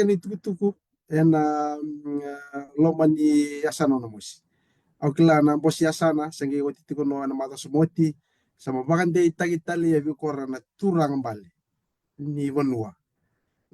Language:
Fijian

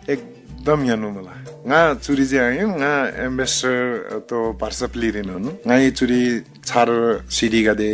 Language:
Eastern Tamang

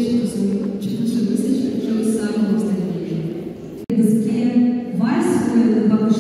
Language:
Crimean Tatar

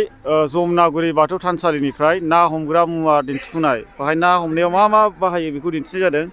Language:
Bodo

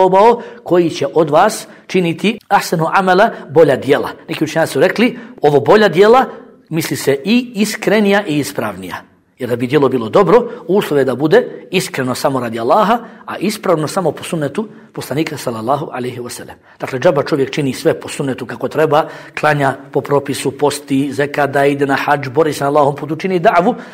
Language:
Bosnian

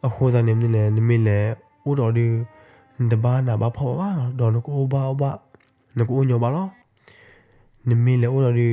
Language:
S'gaw Karen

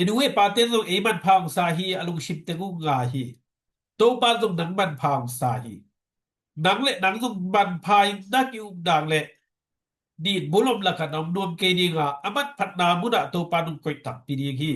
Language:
Tedim Chin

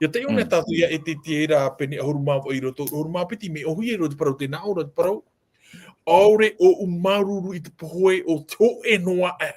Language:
Tahitian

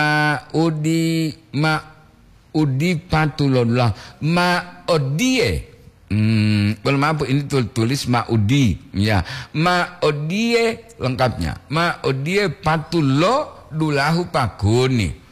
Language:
Gorontalo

